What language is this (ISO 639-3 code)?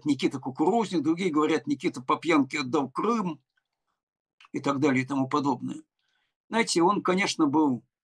rus